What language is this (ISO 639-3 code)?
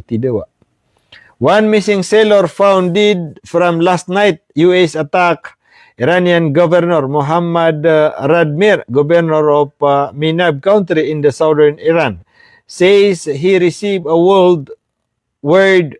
mrw